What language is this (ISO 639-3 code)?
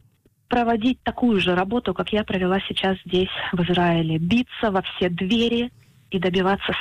rus